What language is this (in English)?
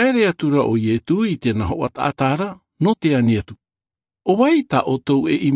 Tahitian